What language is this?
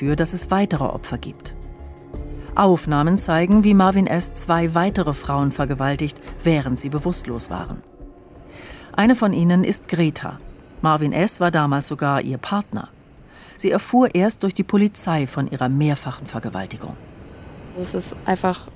German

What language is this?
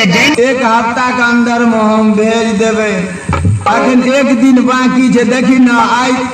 Maithili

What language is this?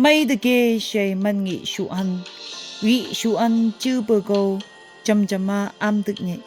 Phom Naga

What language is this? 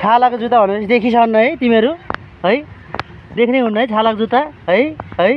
Nepali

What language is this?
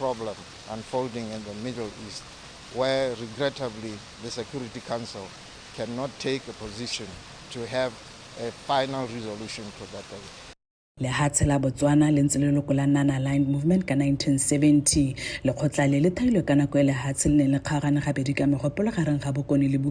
Tswana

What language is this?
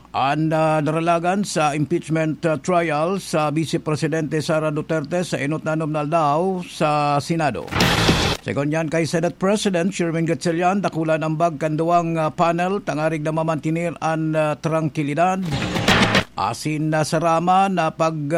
Bikol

